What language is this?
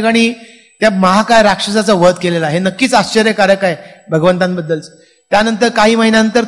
Marathi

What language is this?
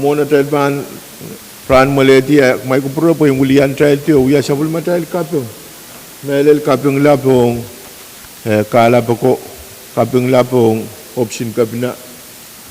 Pohnpeian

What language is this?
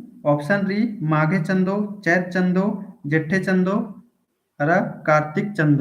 Kurukh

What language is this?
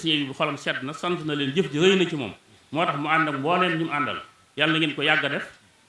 Wolof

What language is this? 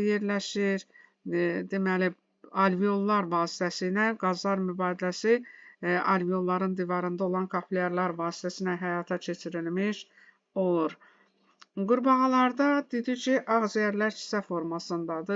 Azerbaijani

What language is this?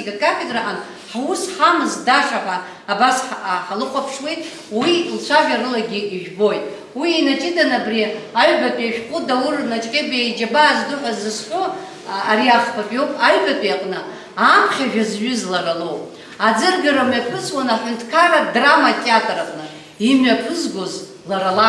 Abkhazian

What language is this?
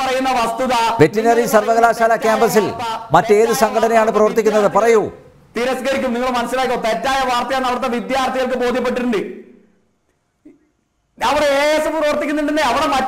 Malayalam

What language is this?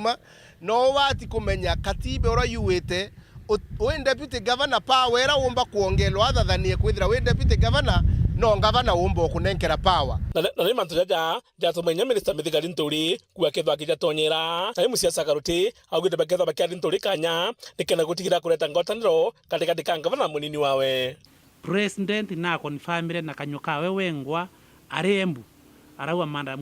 Meru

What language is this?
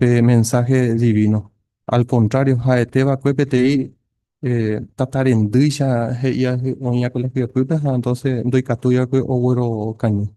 Guarani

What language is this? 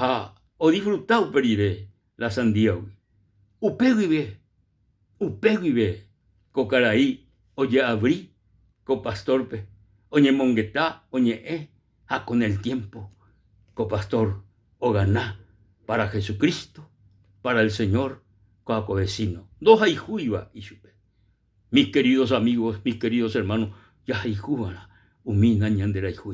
Guarani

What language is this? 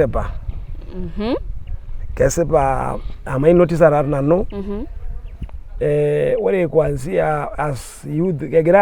Masai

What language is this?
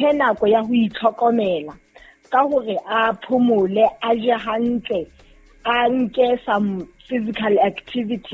Southern Sotho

